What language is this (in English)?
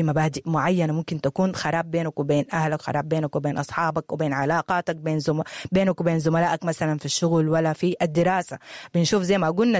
Sudanese Arabic